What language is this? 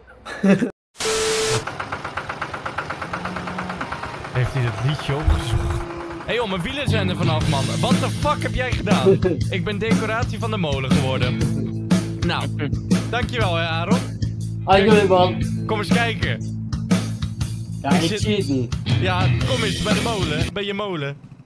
Dutch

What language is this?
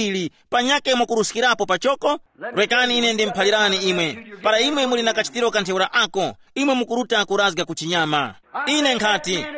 Tumbuka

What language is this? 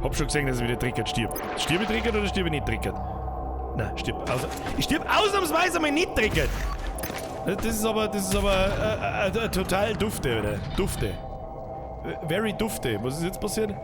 Bavarian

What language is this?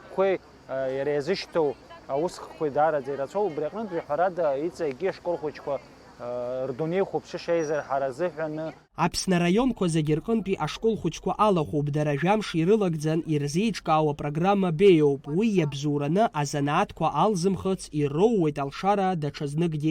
Abkhazian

